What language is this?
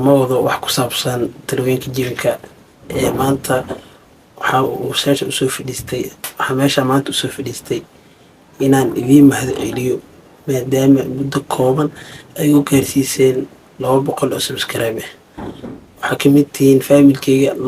Somali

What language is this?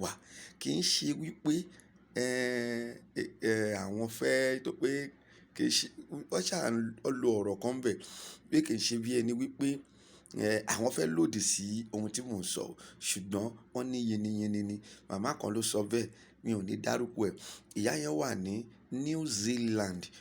Yoruba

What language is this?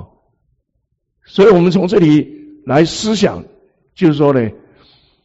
Chinese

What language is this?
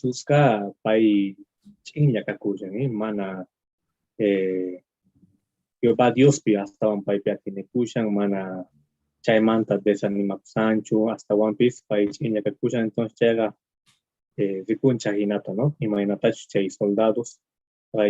Quechua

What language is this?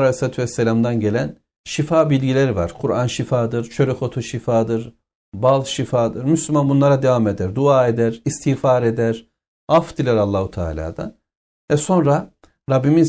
Turkish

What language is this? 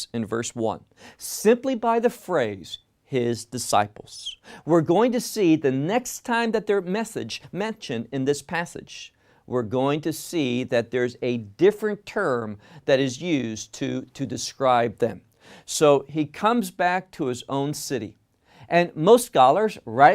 English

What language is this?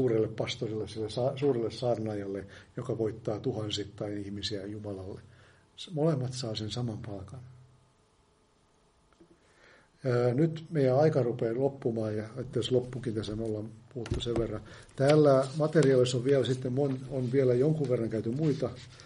Finnish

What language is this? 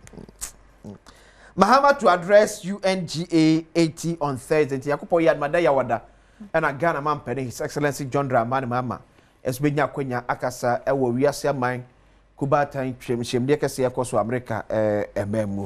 Akan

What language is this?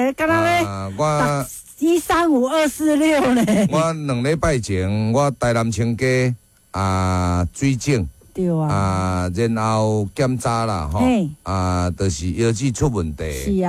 Min Nan Chinese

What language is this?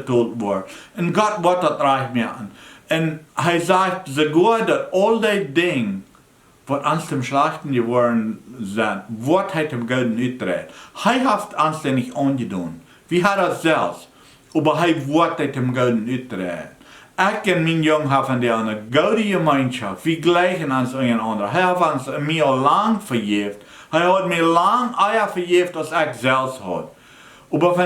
Plautdietsch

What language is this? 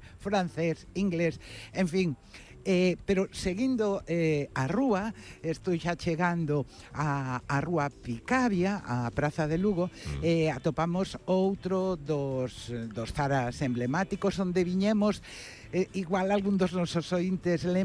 Galician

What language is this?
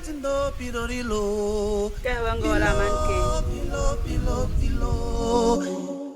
Basaa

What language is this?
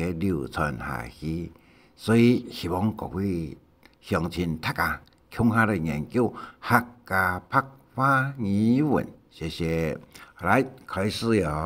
Hakka Chinese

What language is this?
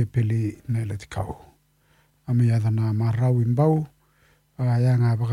Fijian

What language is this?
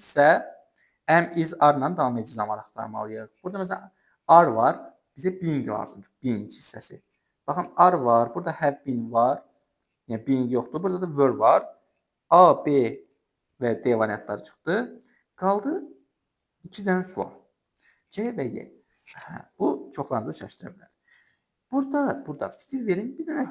Azerbaijani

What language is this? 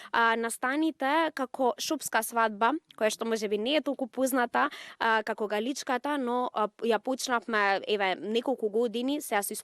Macedonian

